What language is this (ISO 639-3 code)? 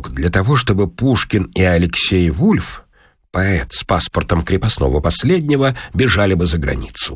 rus